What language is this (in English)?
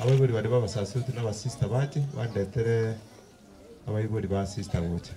Gusii